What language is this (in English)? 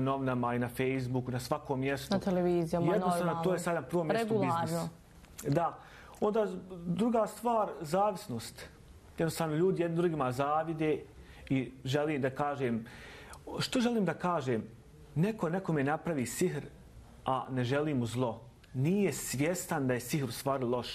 Bosnian